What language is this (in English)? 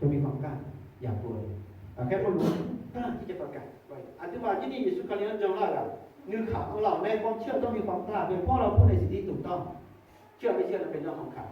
Akha